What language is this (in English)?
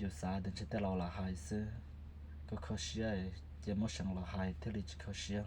Hmong